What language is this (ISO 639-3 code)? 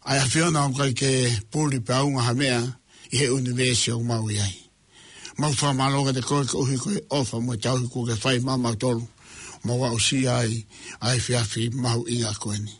ton